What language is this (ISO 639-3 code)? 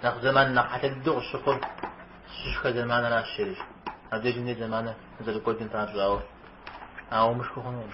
kbd